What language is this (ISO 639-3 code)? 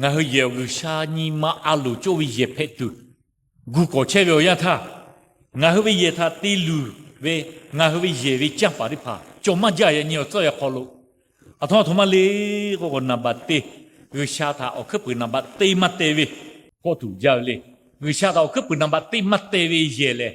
lhu